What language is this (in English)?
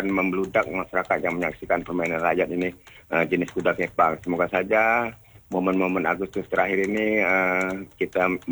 Indonesian